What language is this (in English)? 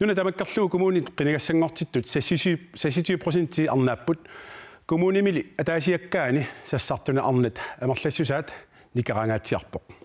Kalaallisut